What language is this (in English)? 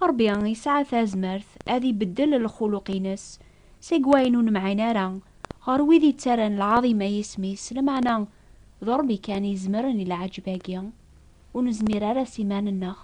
Kabyle